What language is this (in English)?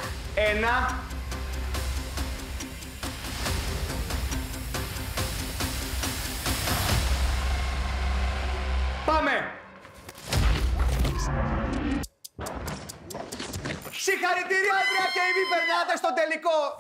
Greek